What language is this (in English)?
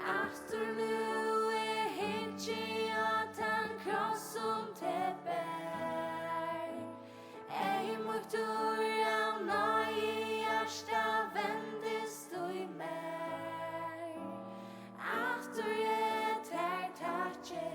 Faroese